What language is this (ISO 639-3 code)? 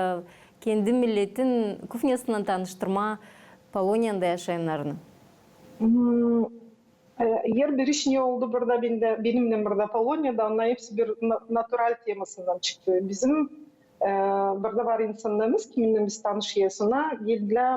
gag